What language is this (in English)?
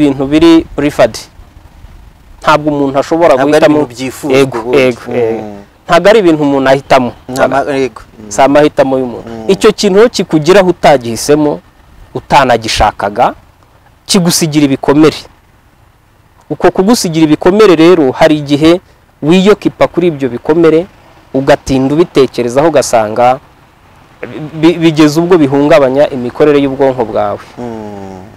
Kinyarwanda